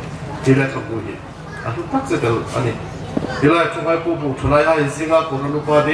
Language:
Hmar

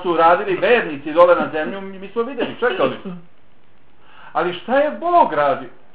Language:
Bosnian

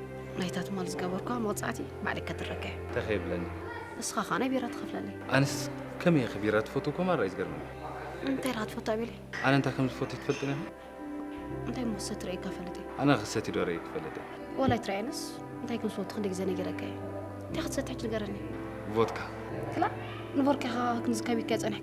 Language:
Tigrinya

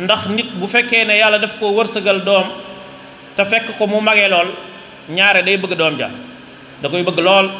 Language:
Wolof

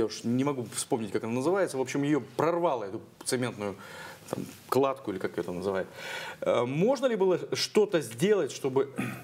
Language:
Russian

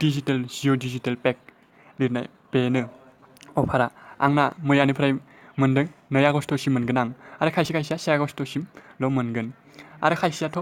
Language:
Bodo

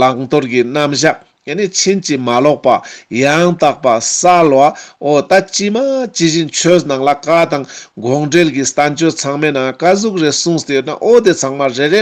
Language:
Ladakhi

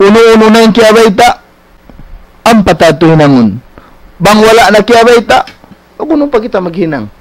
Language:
Tausug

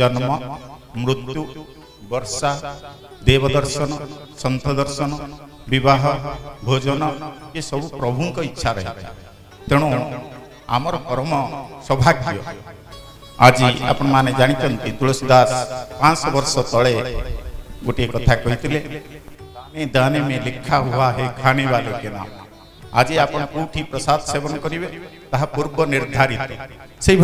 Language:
Odia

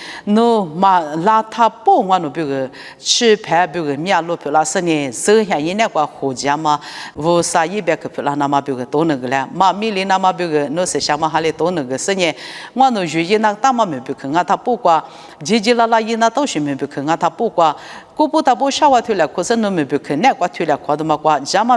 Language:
Lisu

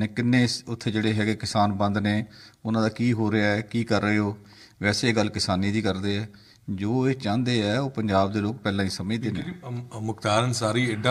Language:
Punjabi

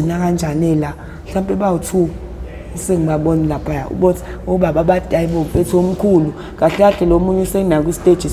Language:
Zulu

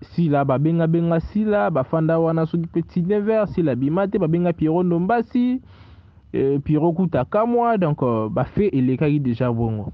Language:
Lingala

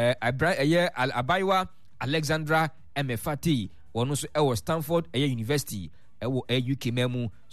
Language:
Akan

